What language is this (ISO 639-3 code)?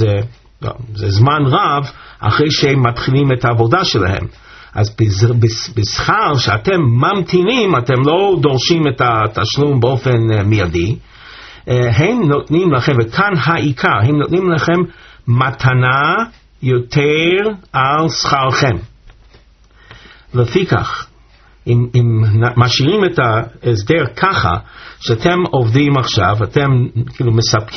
heb